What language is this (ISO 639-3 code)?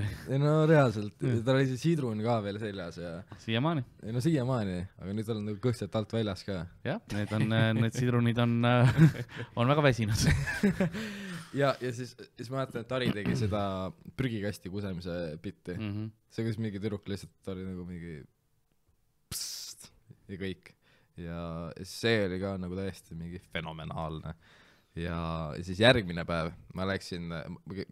est